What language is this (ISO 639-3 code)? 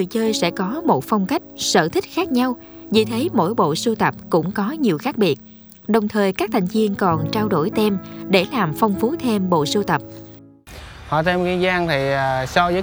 vie